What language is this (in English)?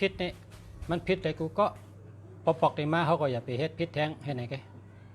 Shan